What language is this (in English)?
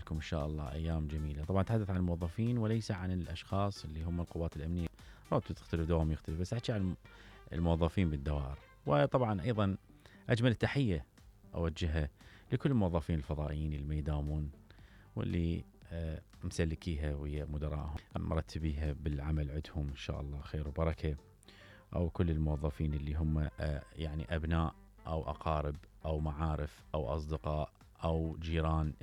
Mesopotamian Arabic